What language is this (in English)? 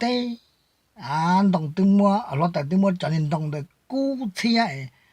Hmong